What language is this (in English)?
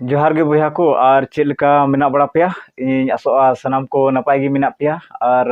Santali